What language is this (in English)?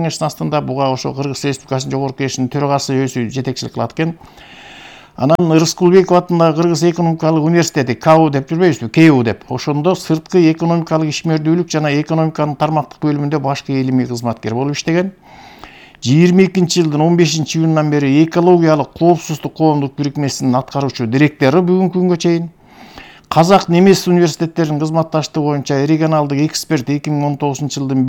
Kyrgyz